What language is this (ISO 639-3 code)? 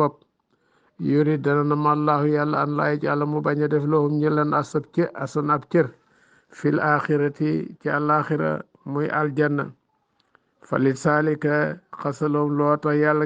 wol